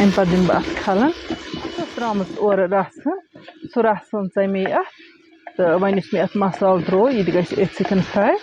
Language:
Kashmiri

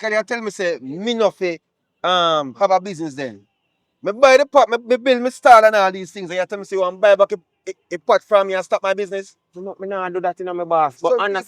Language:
Jamaican Creole English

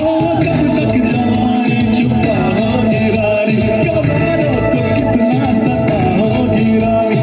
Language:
Dimasa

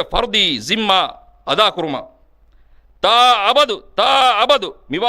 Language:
Divehi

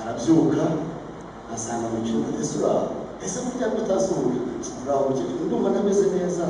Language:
Kinyarwanda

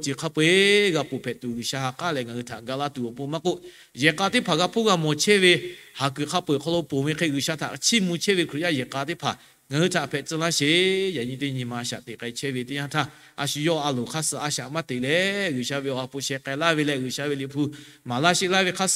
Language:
Lahu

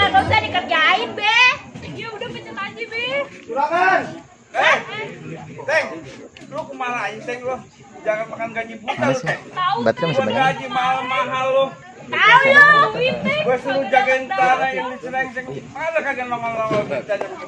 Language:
Betawi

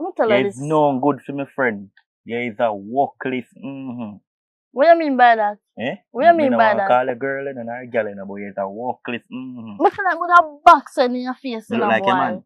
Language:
Jamaican Creole English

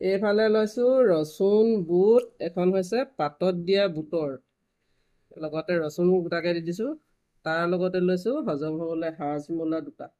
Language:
Assamese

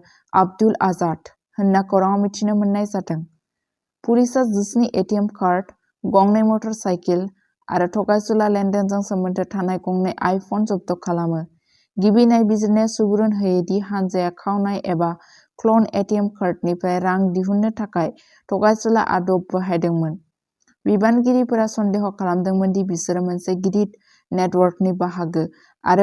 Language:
Bodo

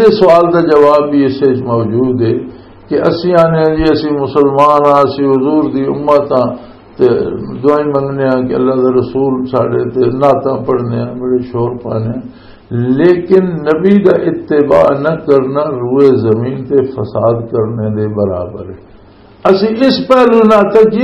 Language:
Western Panjabi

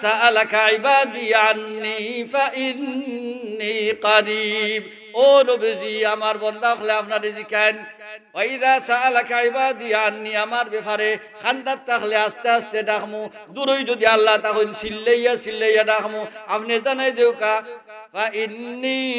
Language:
Sylheti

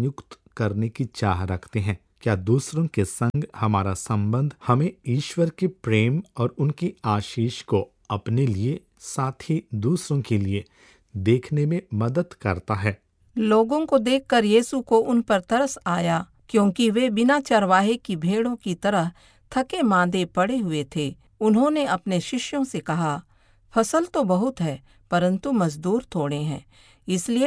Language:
Hindi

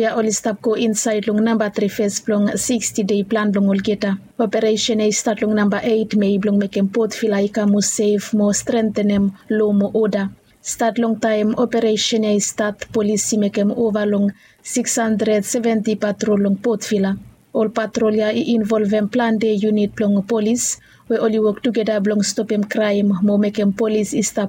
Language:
Bislama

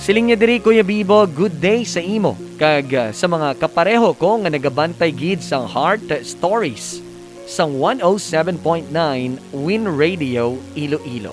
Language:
Hiligaynon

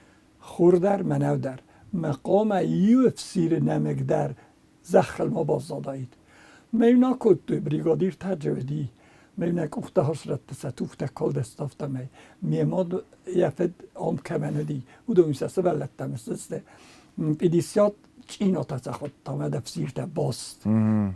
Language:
Ossetic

